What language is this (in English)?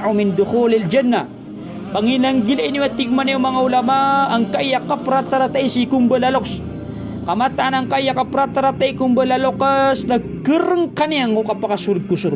Maranao